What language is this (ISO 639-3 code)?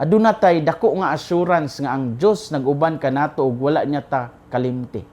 ceb